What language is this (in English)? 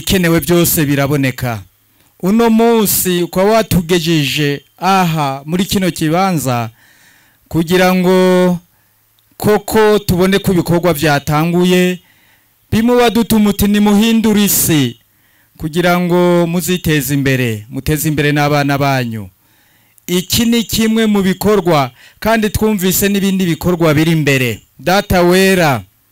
Rundi